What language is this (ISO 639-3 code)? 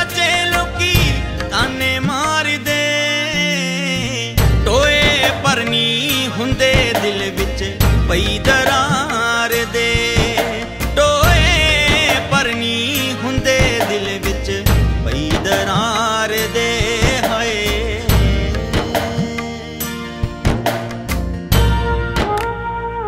pan